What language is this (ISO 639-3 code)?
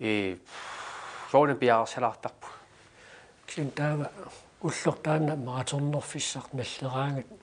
kal